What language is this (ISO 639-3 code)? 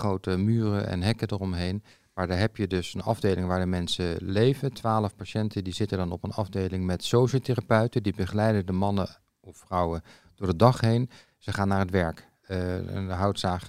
nld